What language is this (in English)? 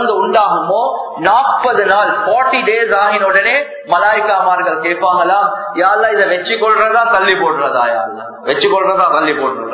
Tamil